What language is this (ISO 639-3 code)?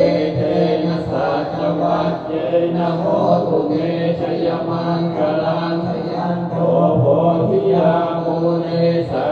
pli